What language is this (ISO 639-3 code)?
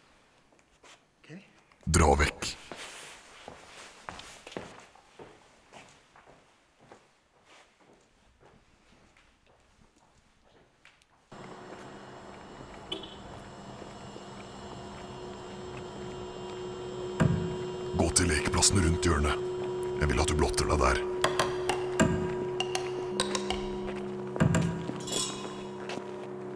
nor